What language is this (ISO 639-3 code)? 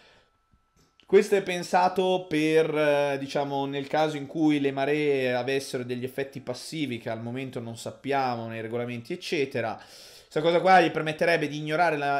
ita